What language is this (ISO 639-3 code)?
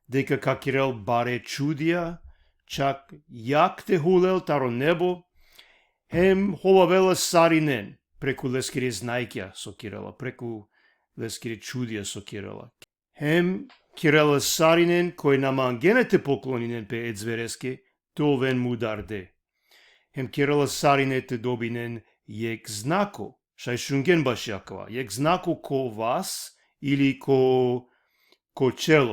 rmn